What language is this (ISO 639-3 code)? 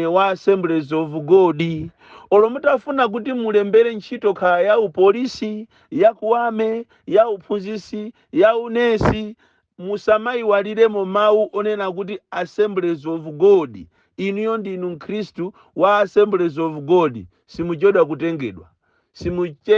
nya